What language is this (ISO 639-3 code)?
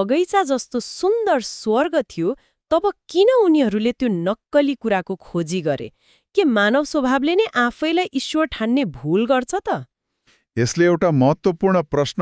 nep